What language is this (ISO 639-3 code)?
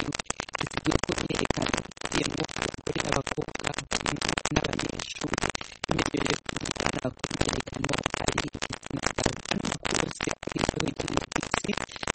kin